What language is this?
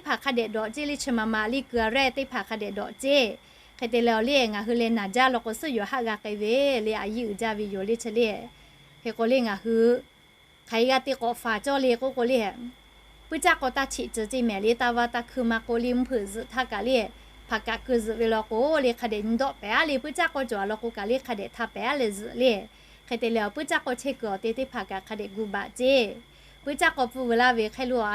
Lahu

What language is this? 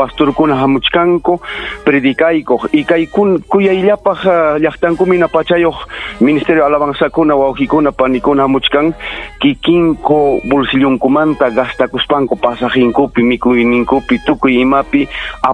Ayacucho Quechua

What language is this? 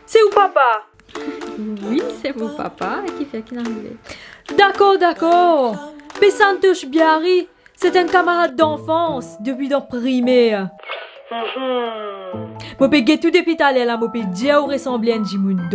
Morisyen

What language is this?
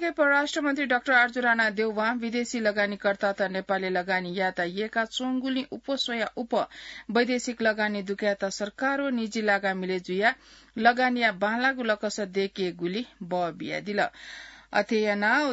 Newari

